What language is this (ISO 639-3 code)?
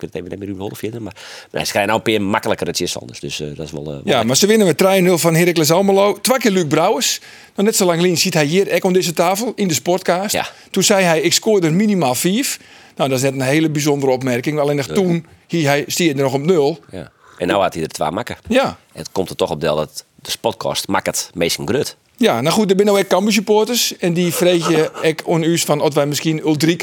fry